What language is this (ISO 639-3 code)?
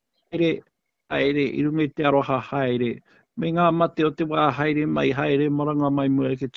mri